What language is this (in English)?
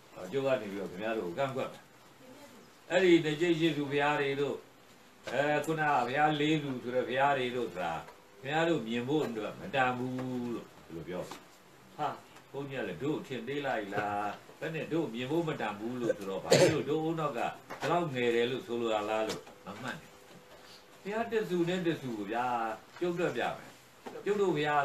Burmese